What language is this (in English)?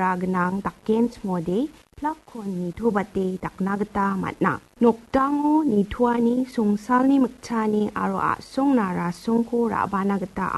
Garo